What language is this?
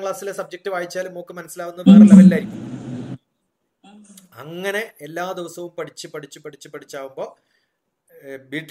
Malayalam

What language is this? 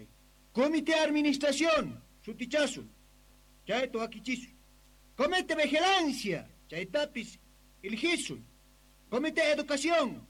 Quechua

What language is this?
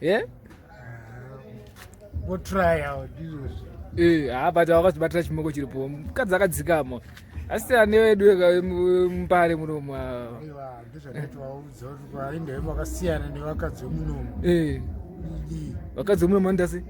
Shona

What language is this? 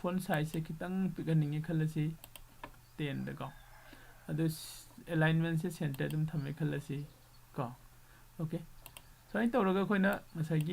Manipuri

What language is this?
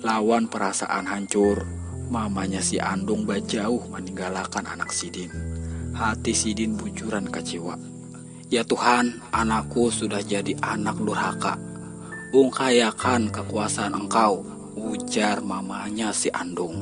Banjar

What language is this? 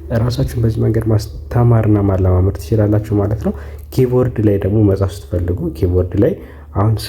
Amharic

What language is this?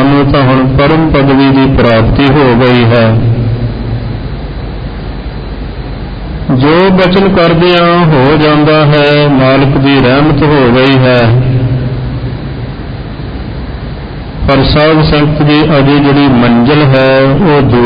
Punjabi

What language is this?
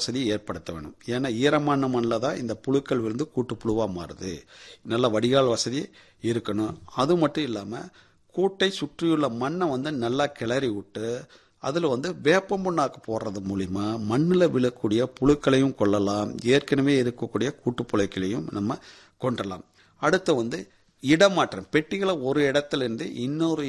Tamil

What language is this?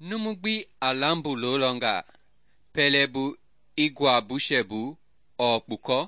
Mende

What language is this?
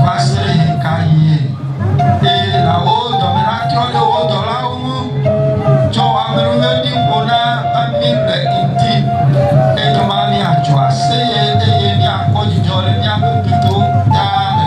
Ewe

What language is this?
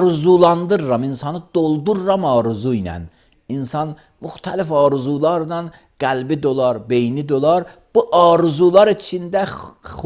Azerbaijani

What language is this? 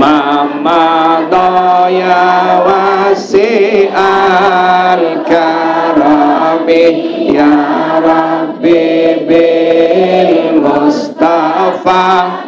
Sasak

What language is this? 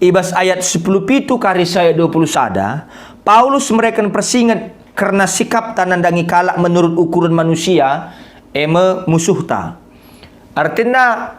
Batak Karo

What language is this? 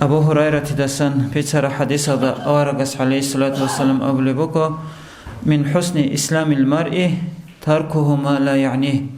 Avaric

